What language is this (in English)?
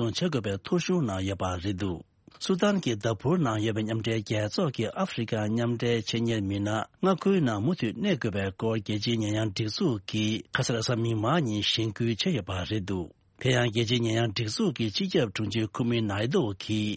Tibetan